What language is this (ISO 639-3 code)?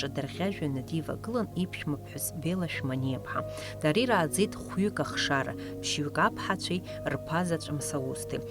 abk